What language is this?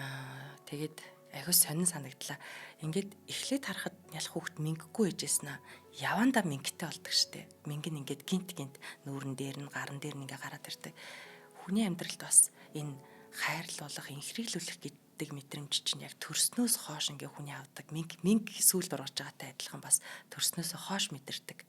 Mongolian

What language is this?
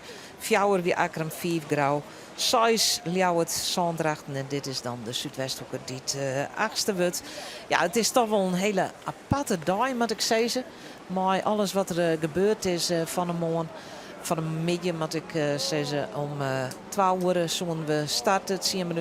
Western Frisian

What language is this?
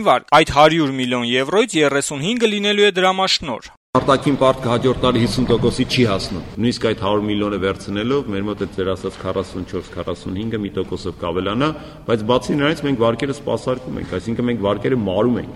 Armenian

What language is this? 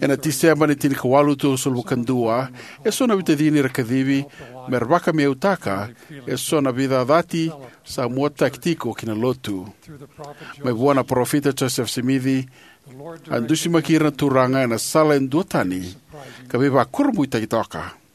Fijian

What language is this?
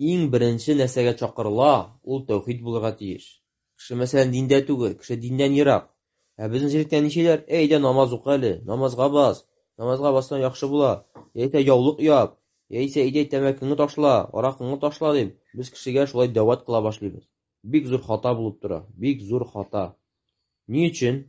Tatar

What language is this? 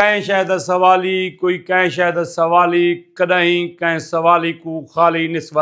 Saraiki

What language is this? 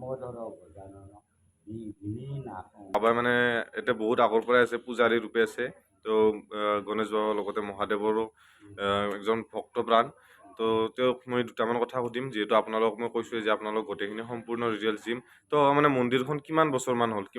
Assamese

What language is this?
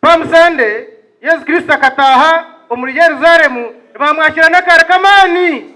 Nyankole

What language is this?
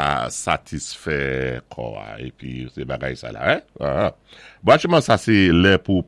Saint Lucian Creole French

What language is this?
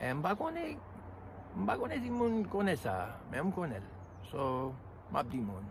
Haitian Creole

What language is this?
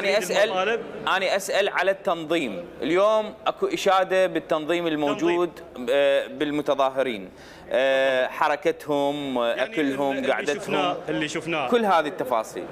Mesopotamian Arabic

